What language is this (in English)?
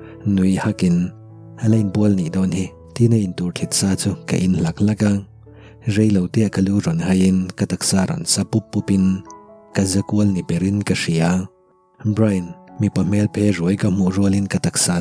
Mizo